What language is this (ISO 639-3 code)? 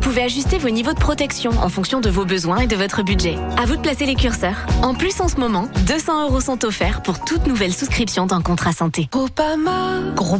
fra